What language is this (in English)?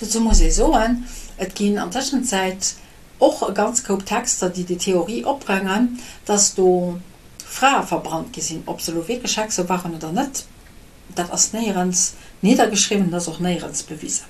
Luxembourgish